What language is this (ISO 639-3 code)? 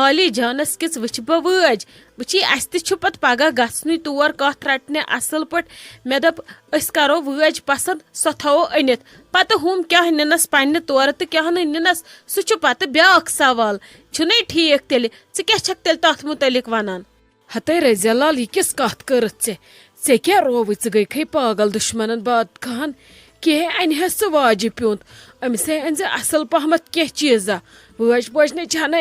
kas